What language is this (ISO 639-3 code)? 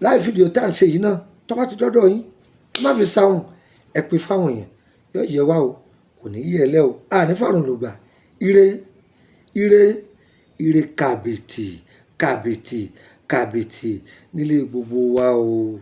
yor